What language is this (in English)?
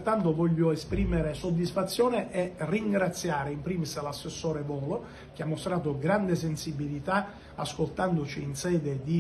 Italian